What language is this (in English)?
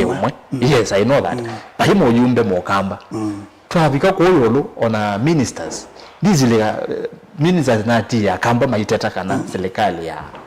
Kamba